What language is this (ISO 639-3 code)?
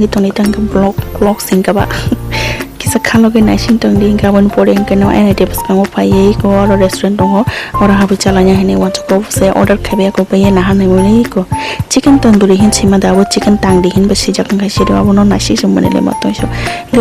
trp